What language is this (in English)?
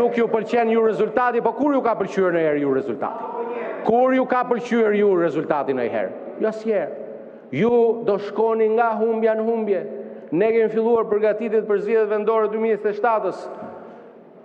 Albanian